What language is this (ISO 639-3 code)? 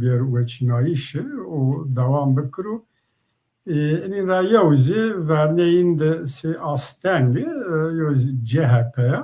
zza